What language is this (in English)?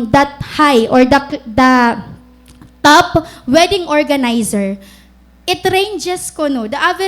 Waray